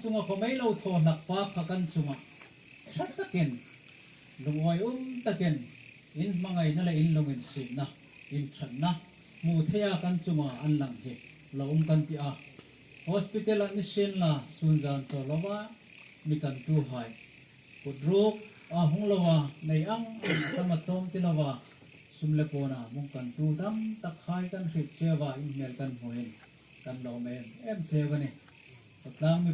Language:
Hmar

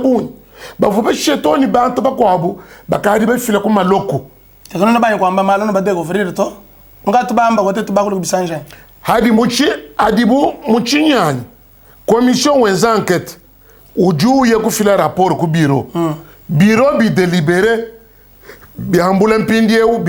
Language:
Luba-Lulua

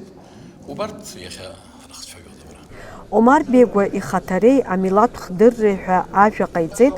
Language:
Abkhazian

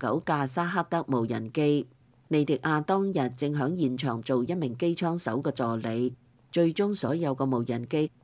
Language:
Cantonese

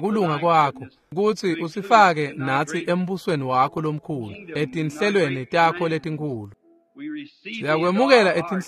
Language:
Swati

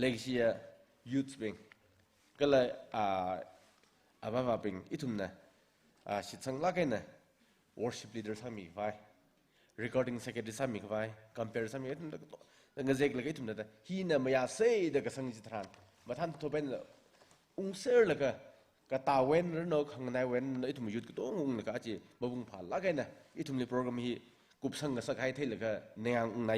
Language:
Tangkhul Naga (India)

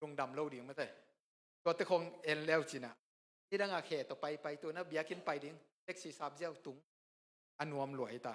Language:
Tedim Chin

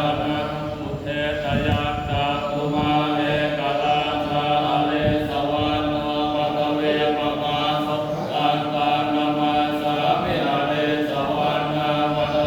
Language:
Pali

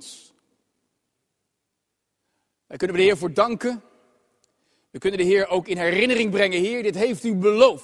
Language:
Dutch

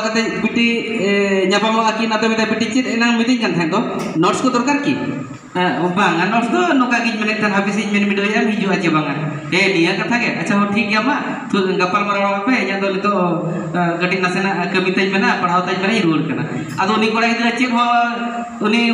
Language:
Santali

